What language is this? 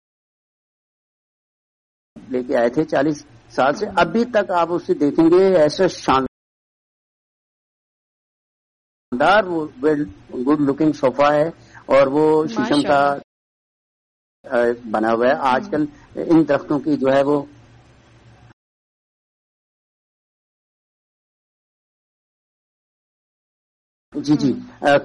Urdu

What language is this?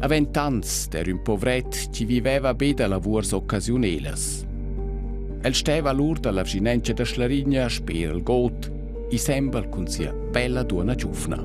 Romansh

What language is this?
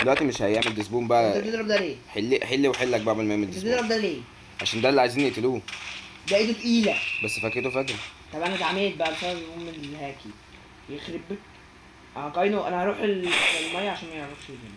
Egyptian Arabic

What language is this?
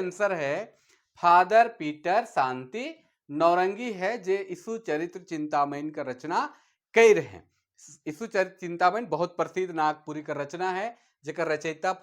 Sadri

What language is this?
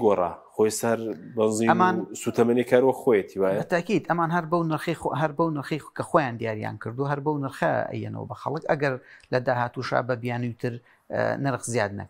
Central Kurdish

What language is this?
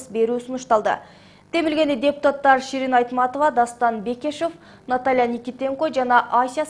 Kyrgyz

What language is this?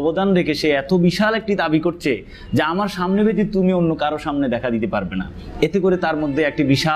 Bangla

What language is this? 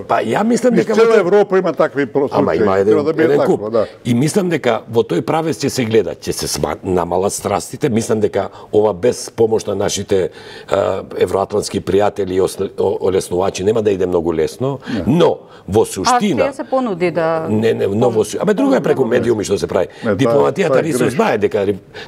Macedonian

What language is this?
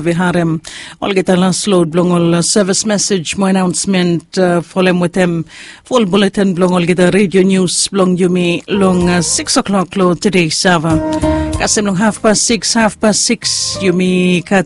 Bislama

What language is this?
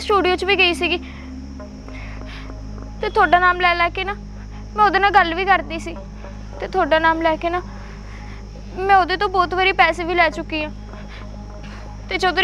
Punjabi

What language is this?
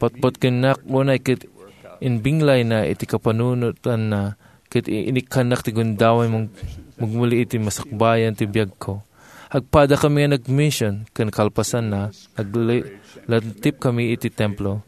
Iloko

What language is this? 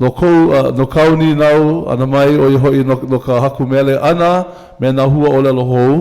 Hawaiian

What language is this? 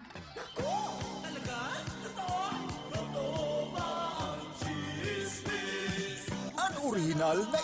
Bikol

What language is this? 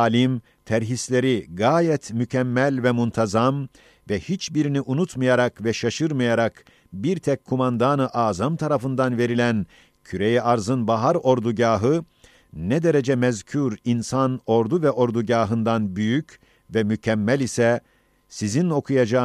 Ottoman Turkish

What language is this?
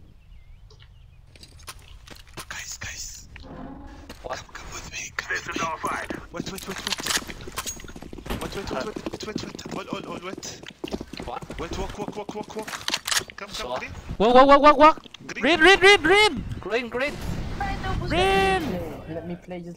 Vietnamese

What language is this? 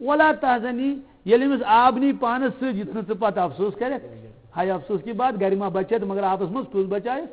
Kashmiri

